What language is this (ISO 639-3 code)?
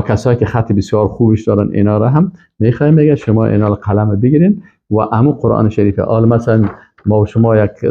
fas